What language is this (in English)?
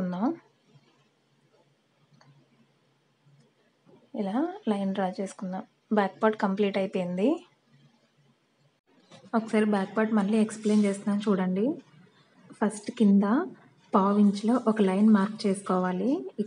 Telugu